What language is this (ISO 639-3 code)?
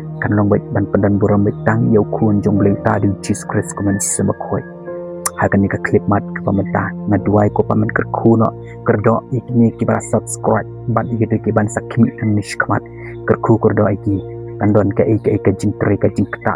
kha